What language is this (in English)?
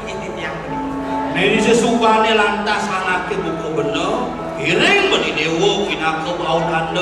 Balinese